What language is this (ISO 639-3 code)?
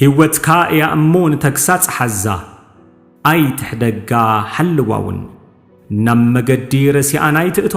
tir